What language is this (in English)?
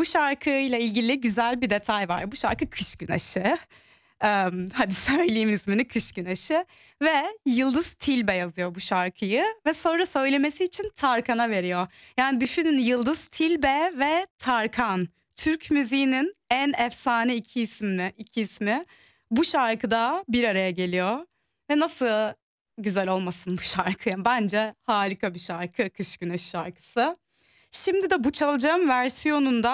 Turkish